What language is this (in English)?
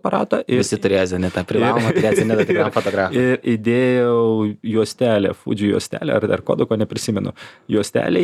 Lithuanian